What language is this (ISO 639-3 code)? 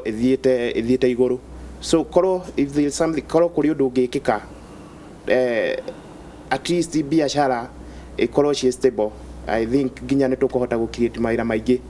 kik